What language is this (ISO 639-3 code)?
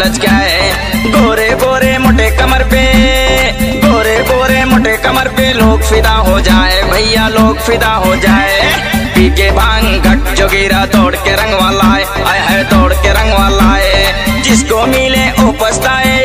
bho